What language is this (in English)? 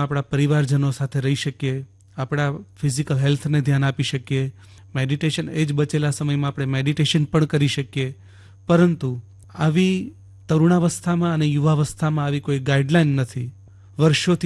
Gujarati